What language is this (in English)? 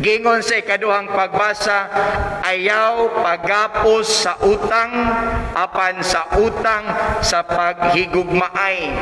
Cebuano